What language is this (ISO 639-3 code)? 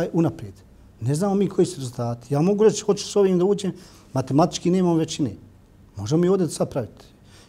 bos